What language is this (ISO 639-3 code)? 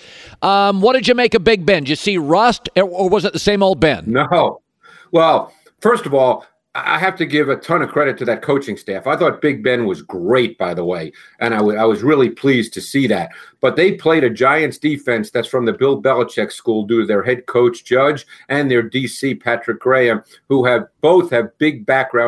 eng